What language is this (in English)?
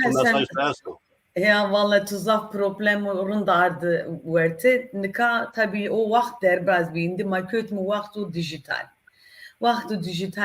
Zaza